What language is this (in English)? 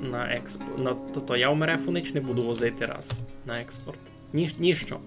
Rusyn